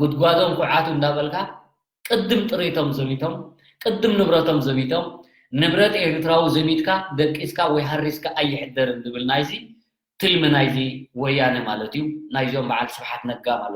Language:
Tigrinya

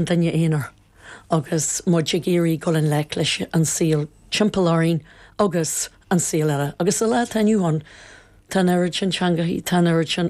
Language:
Irish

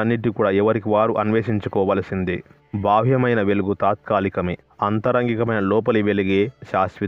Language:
Telugu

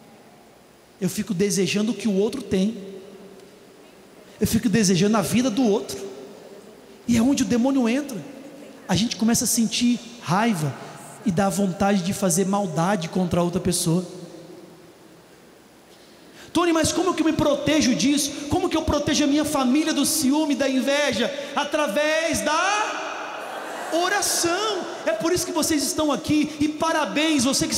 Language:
Portuguese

